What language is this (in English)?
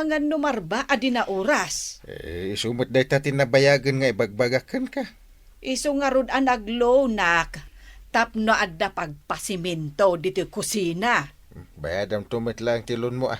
Iloko